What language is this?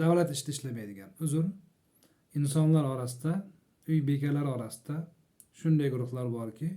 Uzbek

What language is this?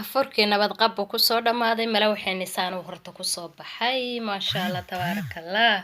Somali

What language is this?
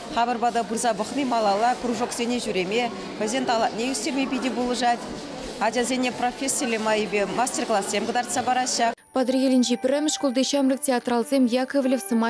Chuvash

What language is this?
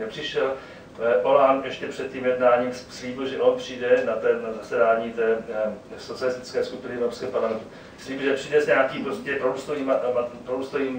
Czech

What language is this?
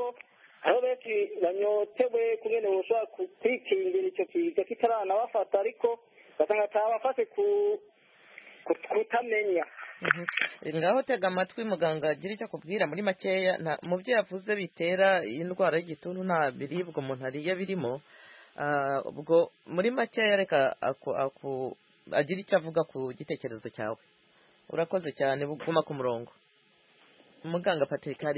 Kinyarwanda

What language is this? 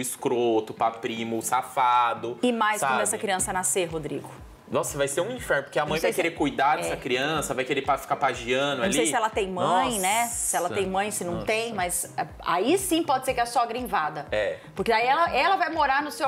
Portuguese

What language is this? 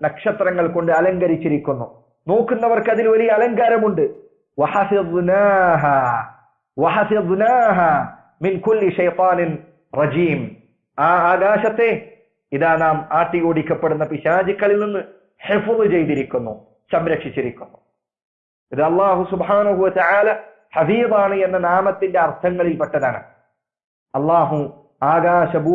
Malayalam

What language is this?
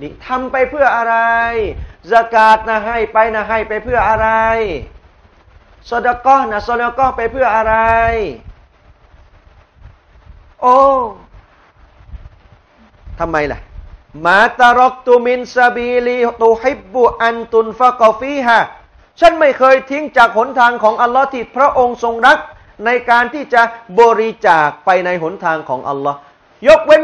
Thai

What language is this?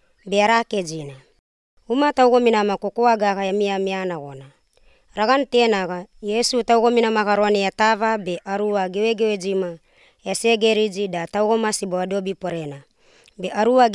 Basque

